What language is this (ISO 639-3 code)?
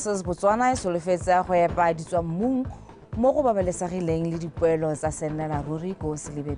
tsn